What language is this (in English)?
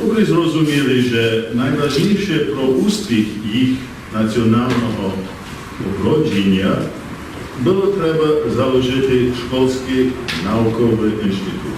Rusyn